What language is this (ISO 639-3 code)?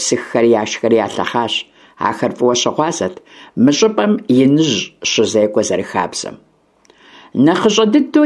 kbd